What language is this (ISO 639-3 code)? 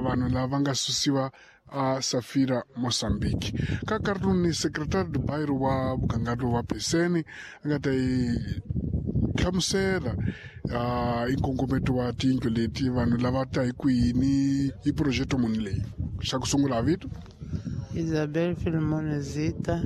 tso